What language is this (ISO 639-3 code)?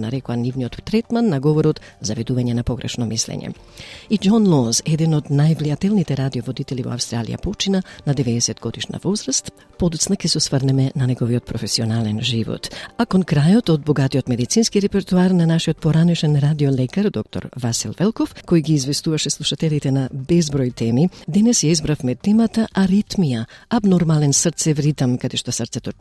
mkd